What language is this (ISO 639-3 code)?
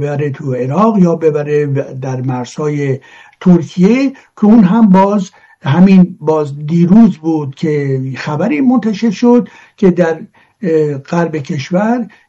fas